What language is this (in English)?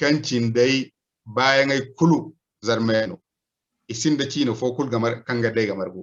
Zarma